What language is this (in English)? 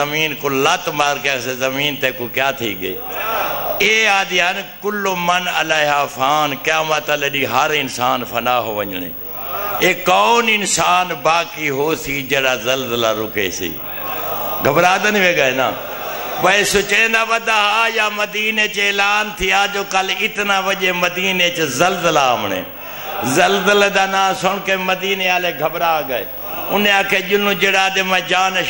Saraiki